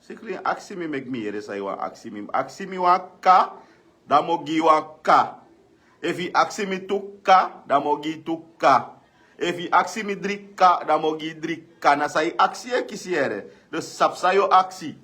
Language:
Sranan Tongo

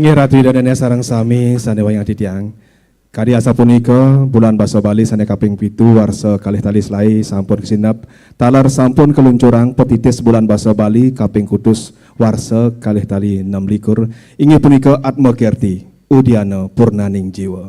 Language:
Balinese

